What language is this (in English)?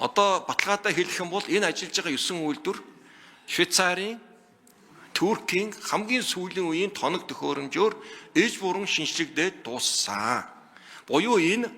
Mongolian